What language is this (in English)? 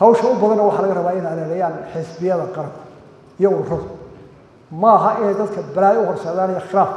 Somali